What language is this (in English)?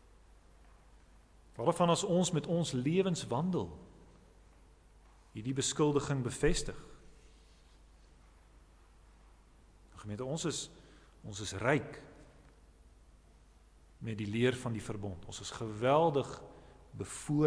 Afrikaans